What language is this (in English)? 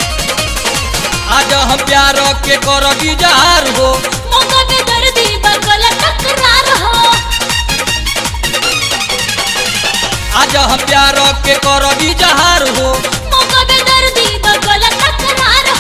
Bhojpuri